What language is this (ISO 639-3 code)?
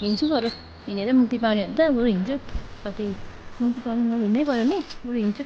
nep